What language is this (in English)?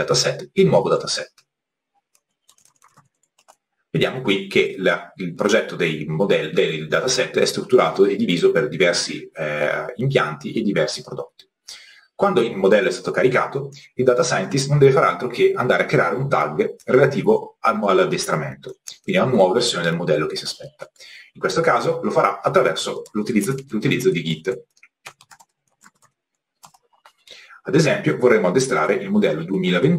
Italian